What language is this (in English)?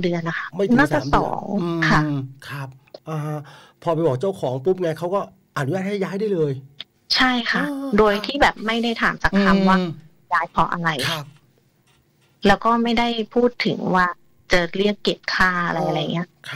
Thai